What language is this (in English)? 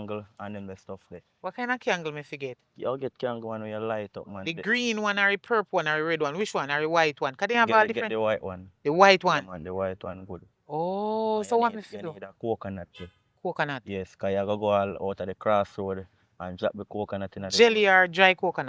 Jamaican Creole English